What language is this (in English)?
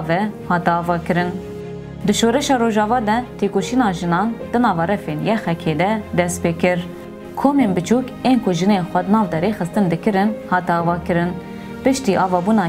Kurdish